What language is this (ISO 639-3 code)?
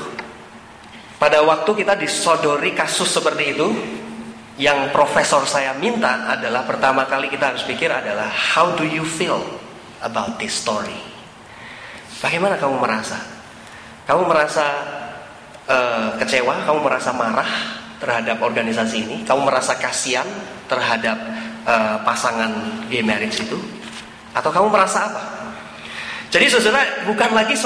ind